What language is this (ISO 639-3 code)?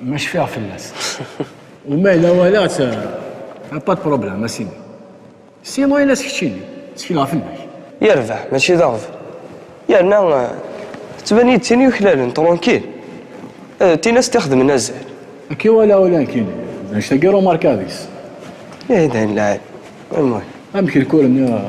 kab